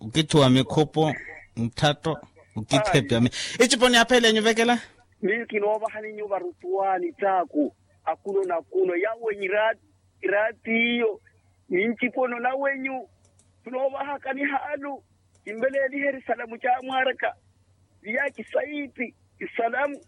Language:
Makhuwa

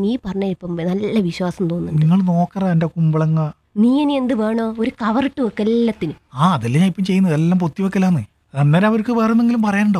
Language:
Malayalam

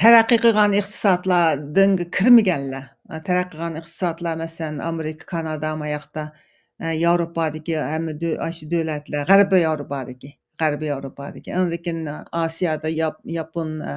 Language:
Uyghur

